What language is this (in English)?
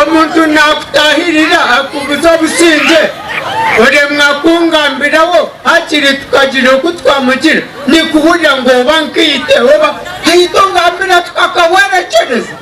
Nyankole